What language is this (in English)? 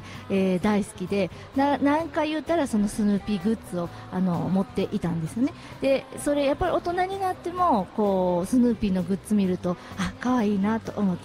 Japanese